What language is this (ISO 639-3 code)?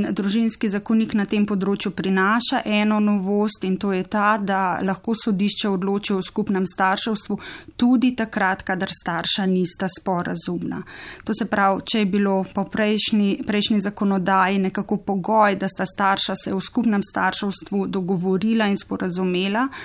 slv